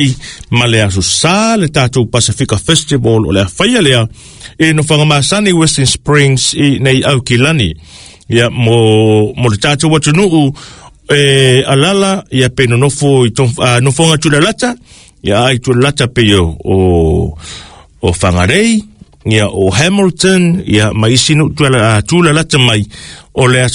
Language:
Samoan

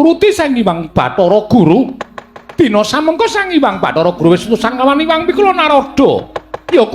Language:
Javanese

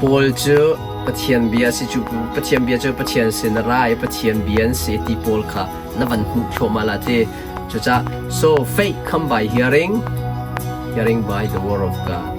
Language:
Hakha Chin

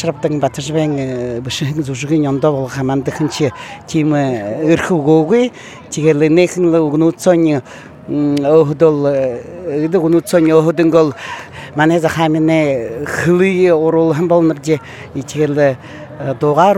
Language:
Buriat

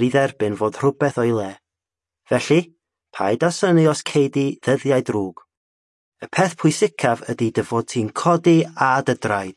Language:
Welsh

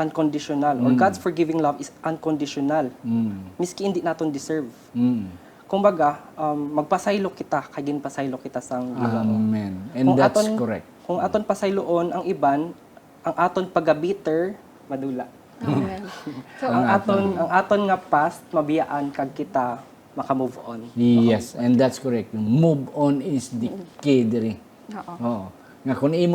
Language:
Hiligaynon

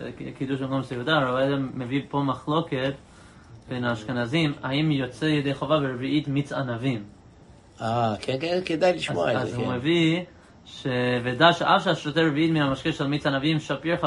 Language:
Hebrew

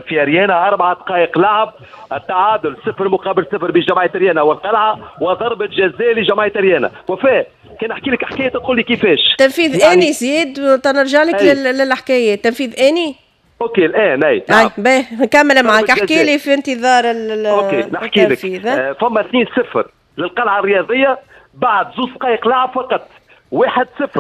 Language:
Tunisian Arabic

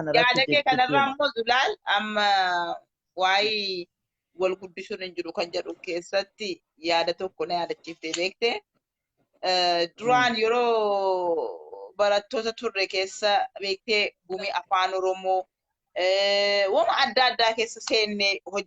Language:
Oromo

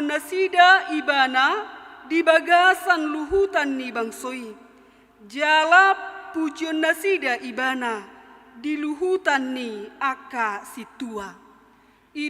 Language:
Batak Toba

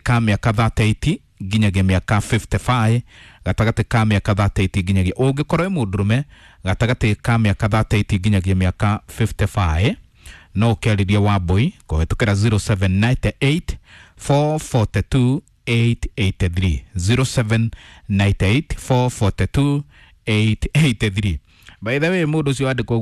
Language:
Kikuyu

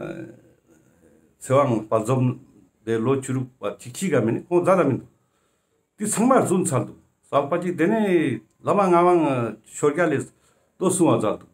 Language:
Ladakhi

